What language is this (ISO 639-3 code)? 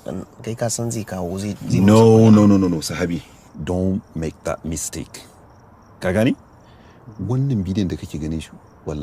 hau